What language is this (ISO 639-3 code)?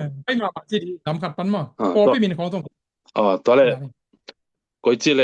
ctd